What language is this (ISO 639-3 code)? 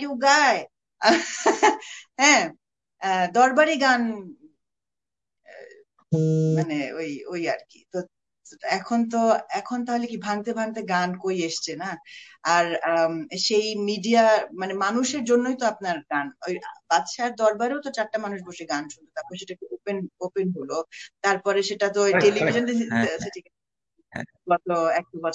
ben